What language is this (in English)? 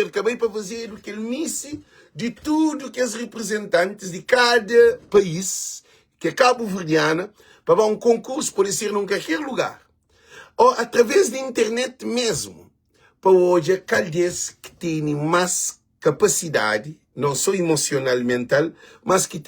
Kabuverdianu